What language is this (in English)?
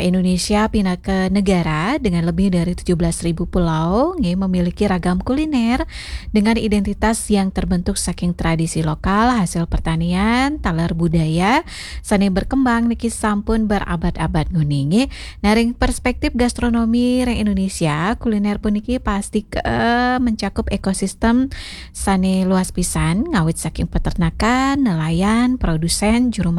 Balinese